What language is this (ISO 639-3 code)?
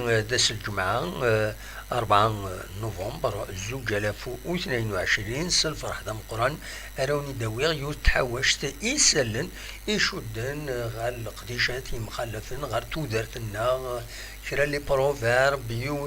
kab